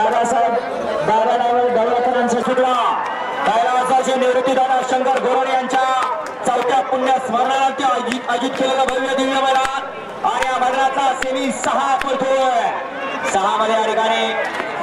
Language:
Marathi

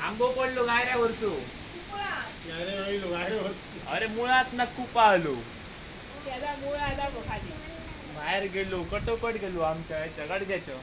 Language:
Konkani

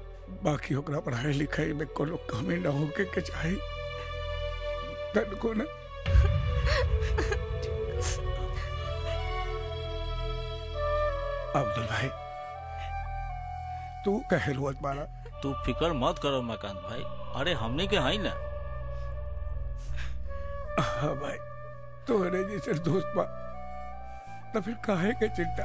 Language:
Bhojpuri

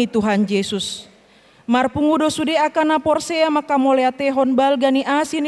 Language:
Batak Toba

